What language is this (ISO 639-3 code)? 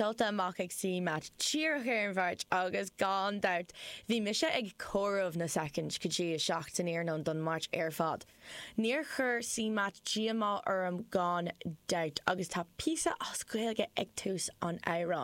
gle